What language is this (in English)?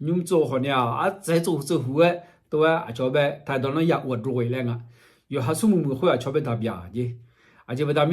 Akha